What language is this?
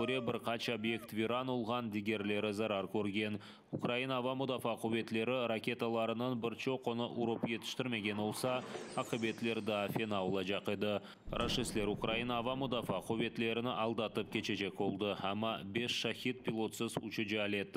Crimean Tatar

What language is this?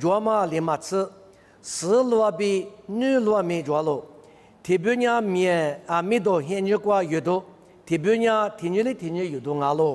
Lisu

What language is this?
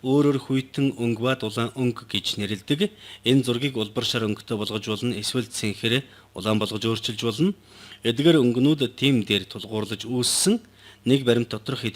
Mongolian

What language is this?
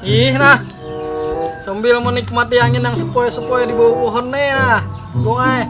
Banjar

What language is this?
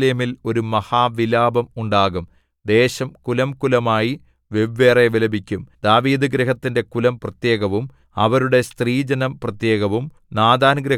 Malayalam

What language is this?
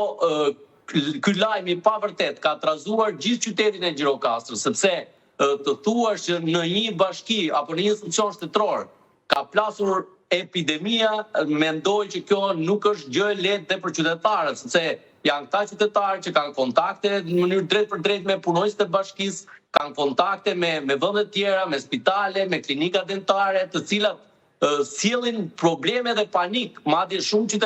Albanian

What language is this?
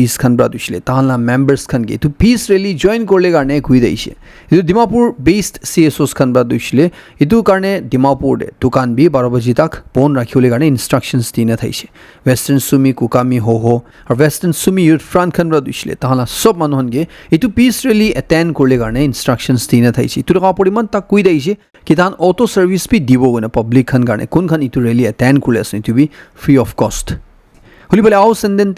Naga Pidgin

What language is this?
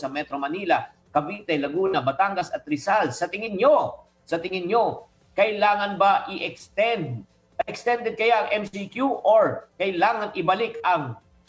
Filipino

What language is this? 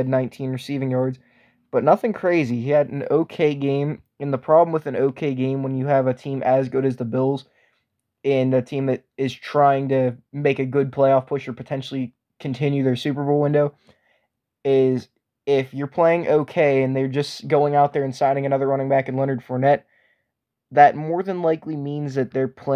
English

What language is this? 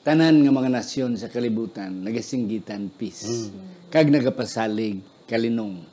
Hiligaynon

